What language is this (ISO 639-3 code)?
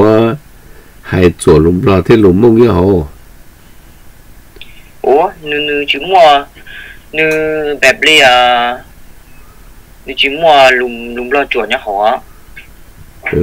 vie